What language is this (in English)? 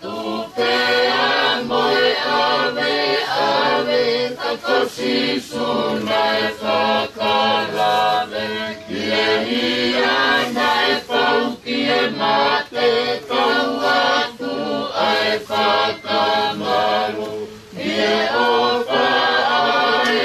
Tongan